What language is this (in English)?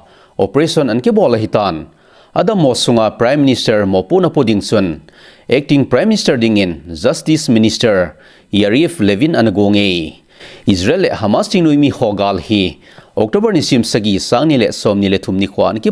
Thado Chin